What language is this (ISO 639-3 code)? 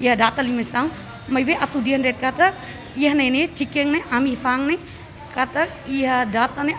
tet